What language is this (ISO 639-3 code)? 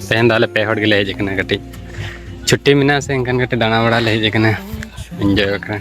sat